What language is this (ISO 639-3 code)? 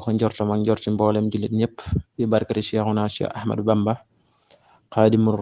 wol